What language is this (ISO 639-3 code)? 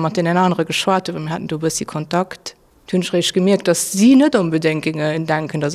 ltz